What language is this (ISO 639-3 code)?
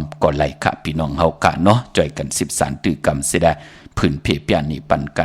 shn